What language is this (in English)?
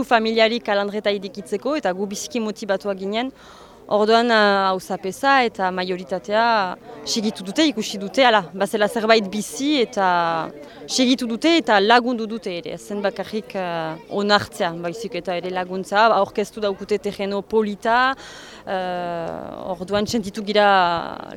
Basque